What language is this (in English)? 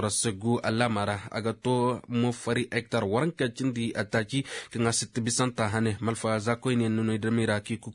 Koyraboro Senni